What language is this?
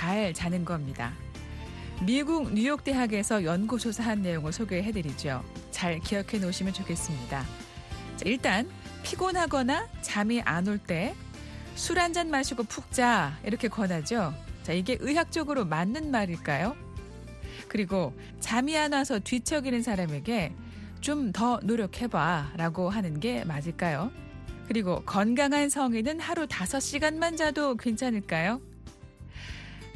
Korean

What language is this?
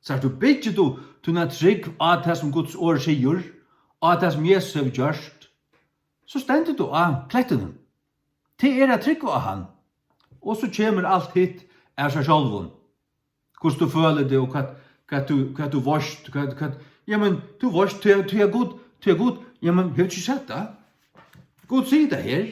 Faroese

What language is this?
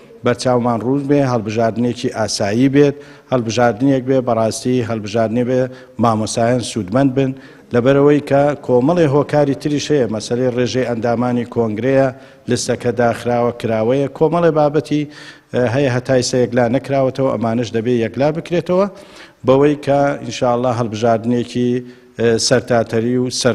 Central Kurdish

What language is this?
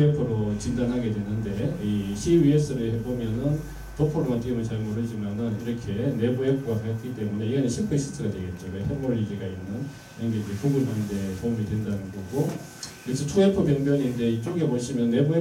Korean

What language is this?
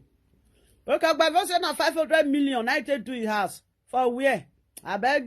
Nigerian Pidgin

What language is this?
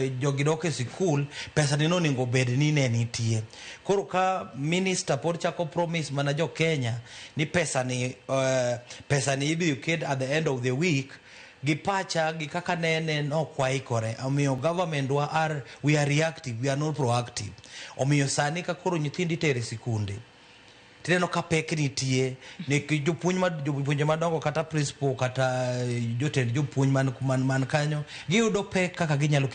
Luo (Kenya and Tanzania)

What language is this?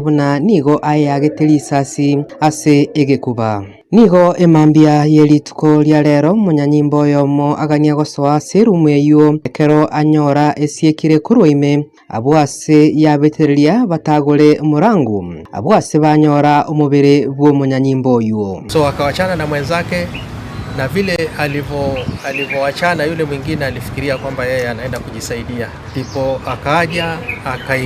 Gusii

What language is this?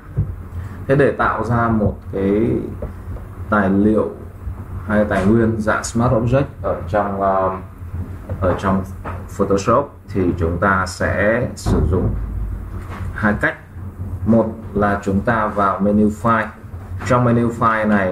Vietnamese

